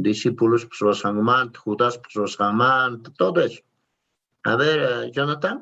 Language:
Quechua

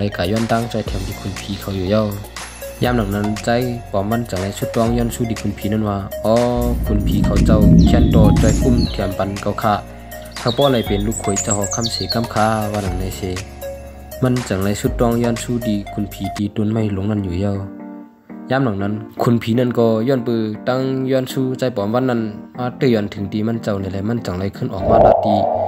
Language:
Shan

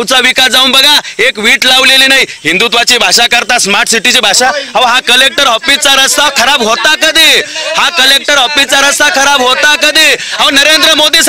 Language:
Marathi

